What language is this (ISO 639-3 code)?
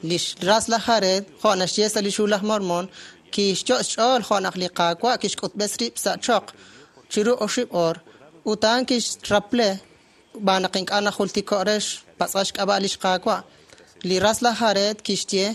kek